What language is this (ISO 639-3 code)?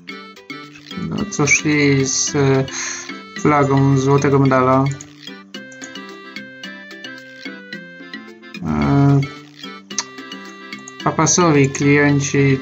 pol